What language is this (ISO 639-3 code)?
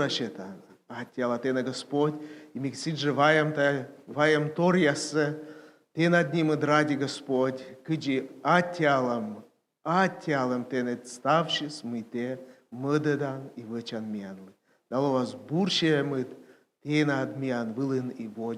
kom